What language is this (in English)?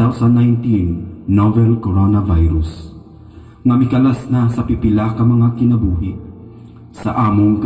Cebuano